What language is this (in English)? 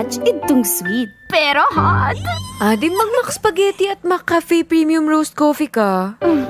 Bikol